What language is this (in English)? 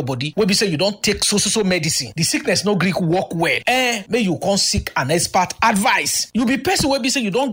Nigerian Pidgin